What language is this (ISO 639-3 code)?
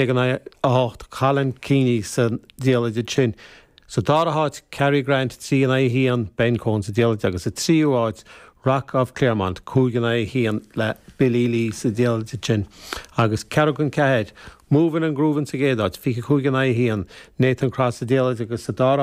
gle